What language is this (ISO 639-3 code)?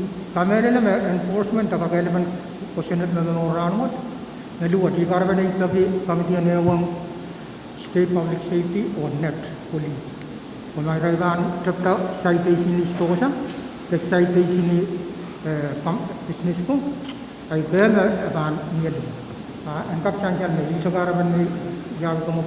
pon